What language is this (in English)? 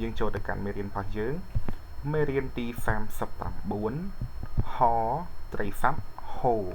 Khmer